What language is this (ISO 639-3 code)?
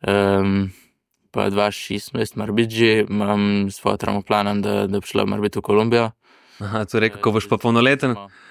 slv